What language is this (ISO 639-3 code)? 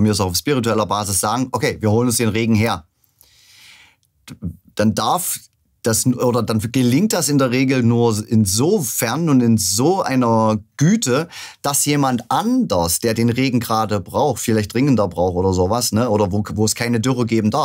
deu